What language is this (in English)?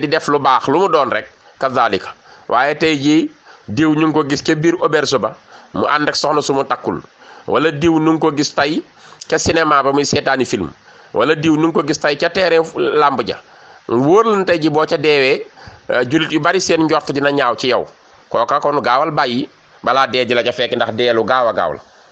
Wolof